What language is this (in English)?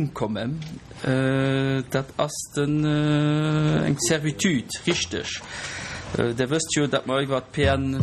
Luxembourgish